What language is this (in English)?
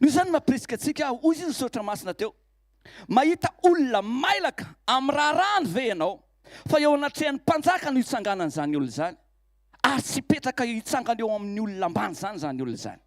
Malagasy